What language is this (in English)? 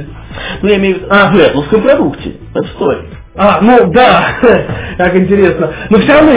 Russian